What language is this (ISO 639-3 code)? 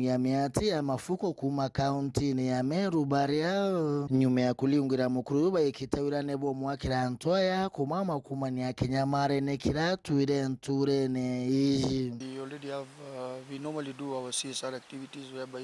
mer